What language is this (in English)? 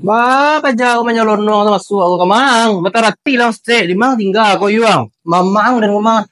Minangkabau